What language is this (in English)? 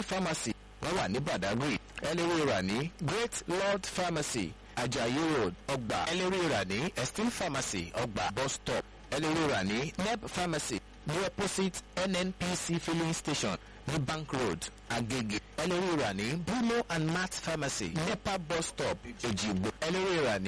Yoruba